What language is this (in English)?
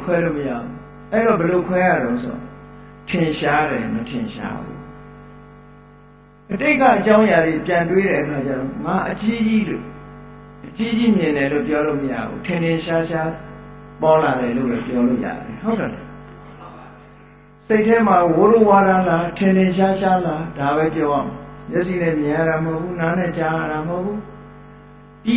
Burmese